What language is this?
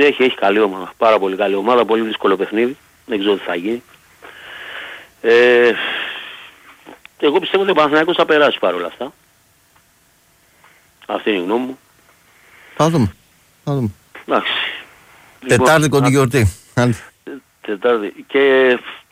Greek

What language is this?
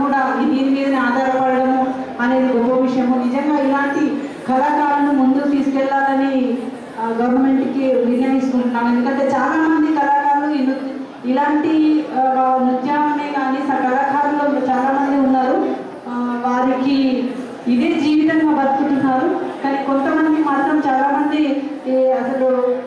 Telugu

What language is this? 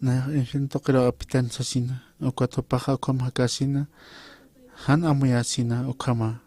Aymara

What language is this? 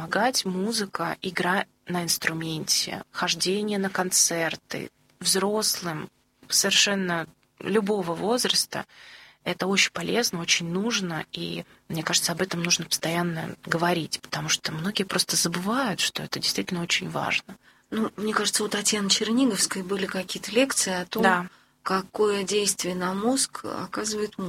Russian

